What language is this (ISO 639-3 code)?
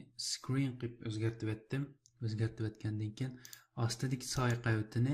uig